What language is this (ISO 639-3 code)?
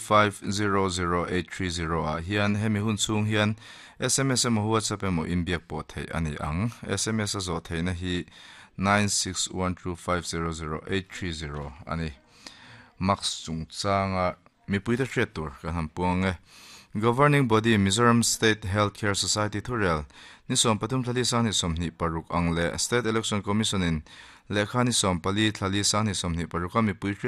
lus